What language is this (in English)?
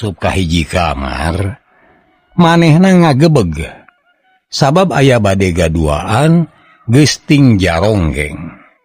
Sundanese